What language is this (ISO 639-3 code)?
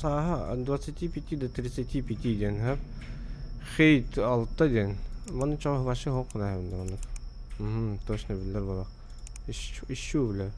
sah